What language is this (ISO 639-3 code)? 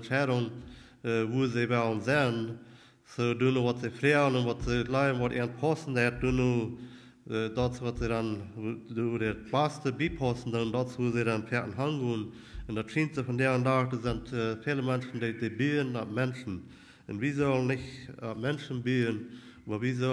pdt